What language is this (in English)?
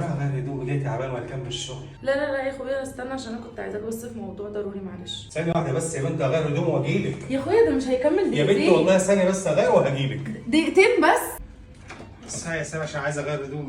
Egyptian Arabic